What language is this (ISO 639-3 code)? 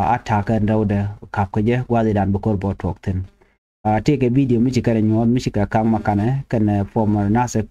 nus